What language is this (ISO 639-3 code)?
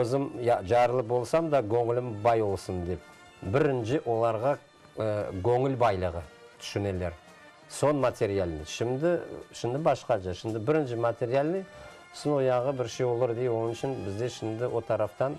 crh